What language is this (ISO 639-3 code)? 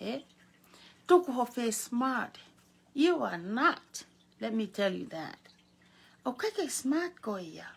ton